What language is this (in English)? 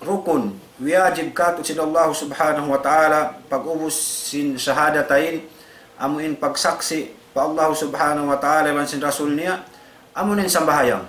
Tausug